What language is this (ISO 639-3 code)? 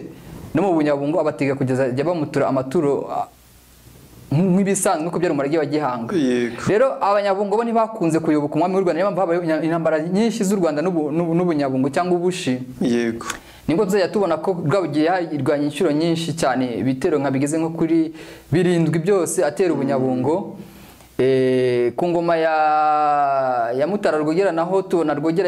kin